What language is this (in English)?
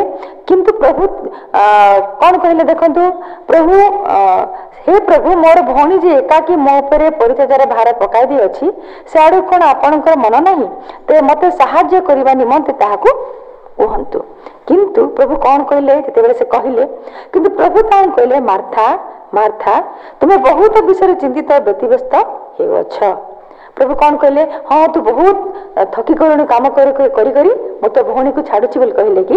Odia